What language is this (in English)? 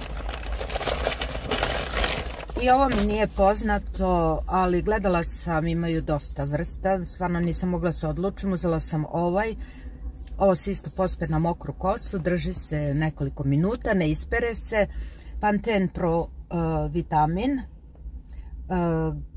Croatian